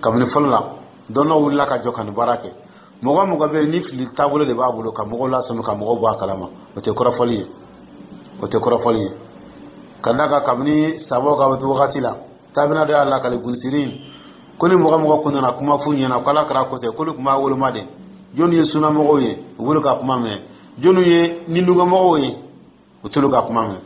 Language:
Dyula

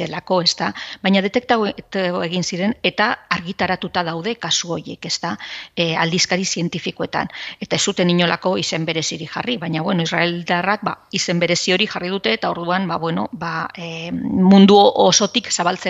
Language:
Basque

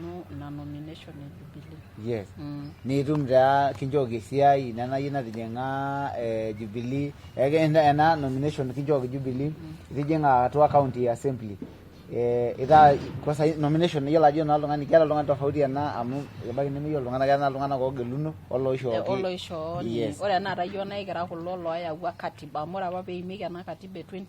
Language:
Masai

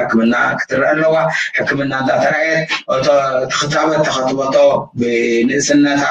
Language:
Tigrinya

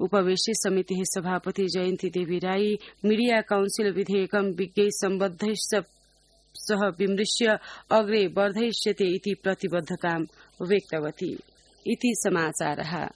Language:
Sanskrit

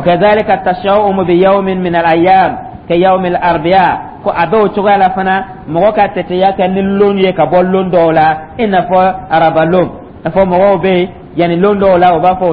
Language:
Dyula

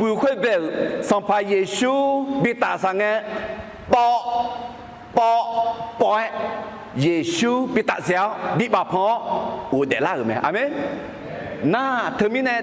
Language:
Akha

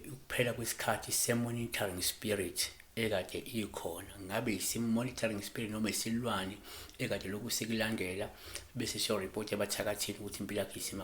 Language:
Zulu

